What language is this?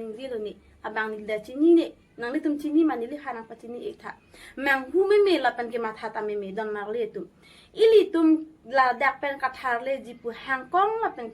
Karbi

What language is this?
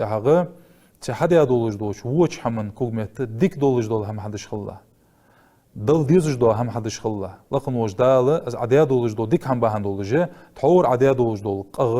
Ingush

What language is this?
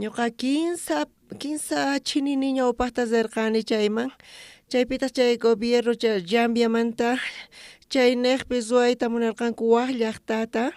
South Bolivian Quechua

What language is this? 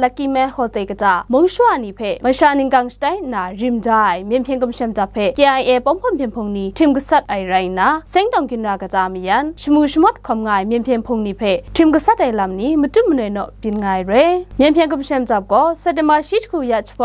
Kachin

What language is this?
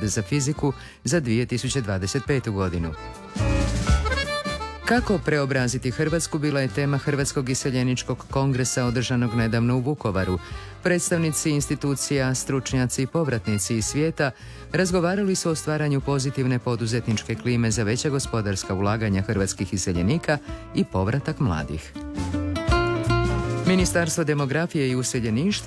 Croatian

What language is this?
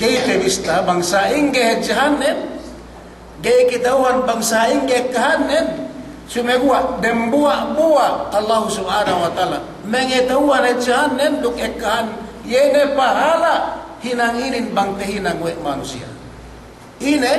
Yakan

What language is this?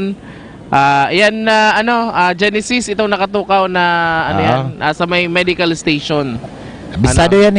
Bikol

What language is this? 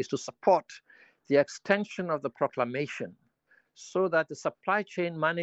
English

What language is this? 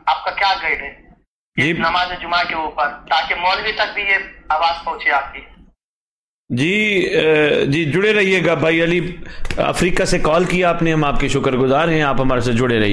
Urdu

